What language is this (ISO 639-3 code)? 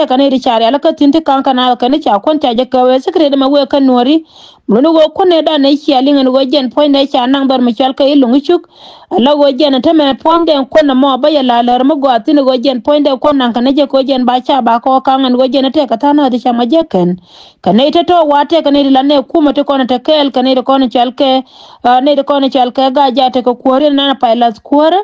nus